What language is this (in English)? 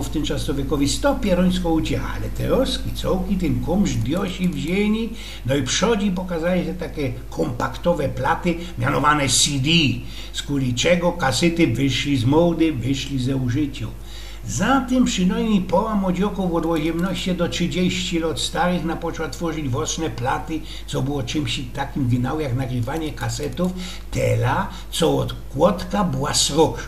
Silesian